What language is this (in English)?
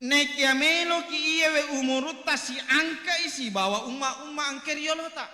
Buginese